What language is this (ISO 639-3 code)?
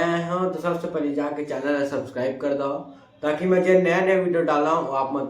hne